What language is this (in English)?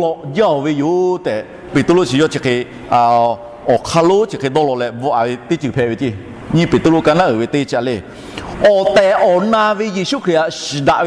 Lahu